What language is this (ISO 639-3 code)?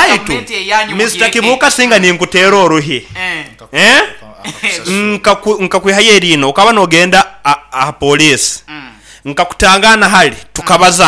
nyo